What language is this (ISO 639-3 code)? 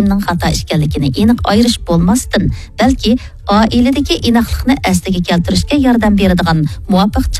uig